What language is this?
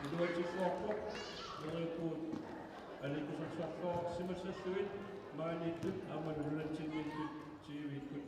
Kalaallisut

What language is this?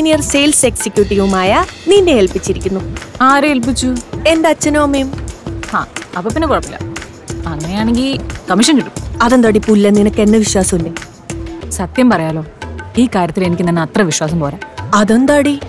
Malayalam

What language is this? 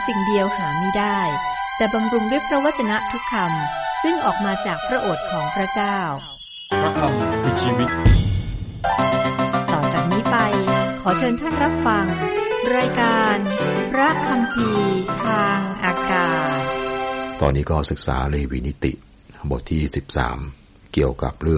Thai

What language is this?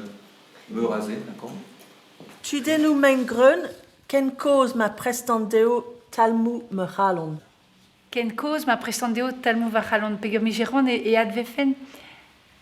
Breton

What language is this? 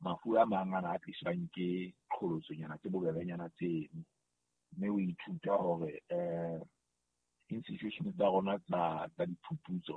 Southern Sotho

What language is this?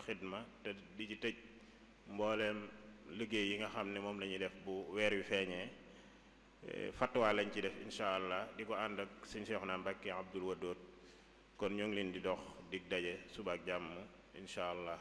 Wolof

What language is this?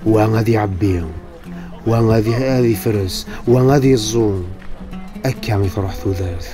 Kabyle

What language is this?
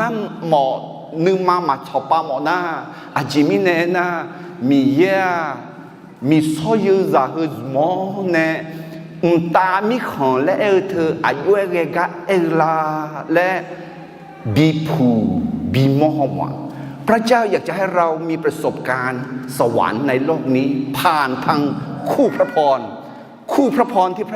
Akha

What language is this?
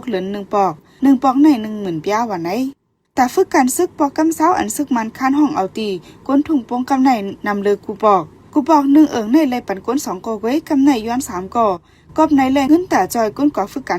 Shan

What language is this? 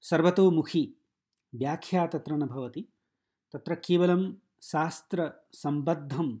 Sanskrit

